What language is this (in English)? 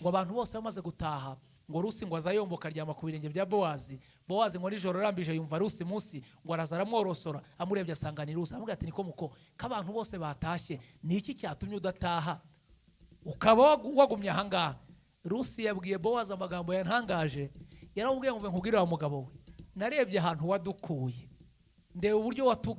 Kinyarwanda